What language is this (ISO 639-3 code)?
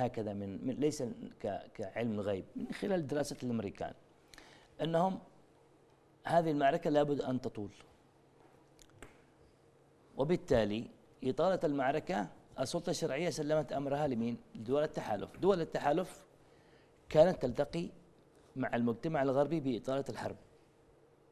ara